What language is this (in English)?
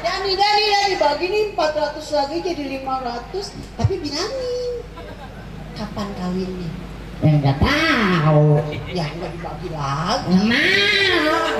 Betawi